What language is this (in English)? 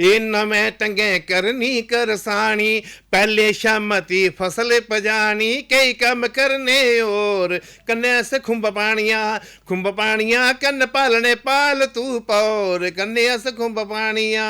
Dogri